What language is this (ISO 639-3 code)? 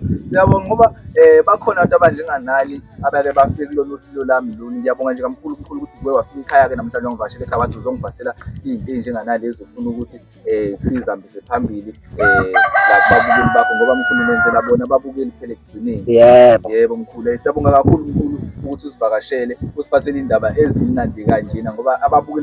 zul